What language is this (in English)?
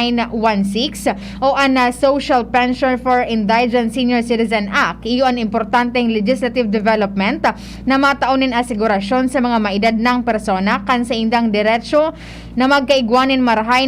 Bikol